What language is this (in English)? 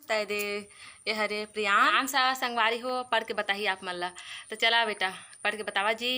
Chhattisgarhi